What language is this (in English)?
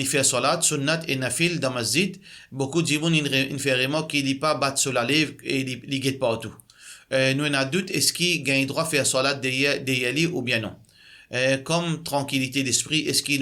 Morisyen